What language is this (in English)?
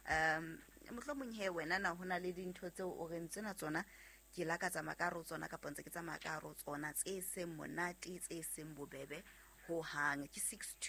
Southern Sotho